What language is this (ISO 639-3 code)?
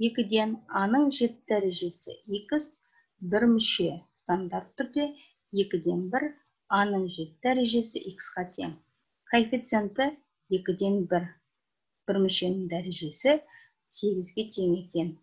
kaz